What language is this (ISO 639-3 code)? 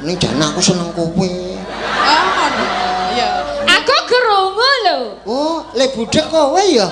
jav